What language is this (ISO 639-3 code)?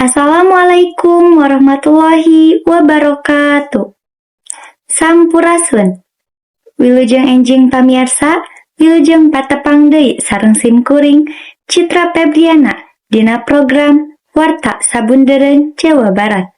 sun